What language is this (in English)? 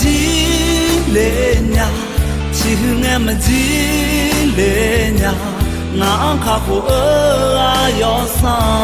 Akha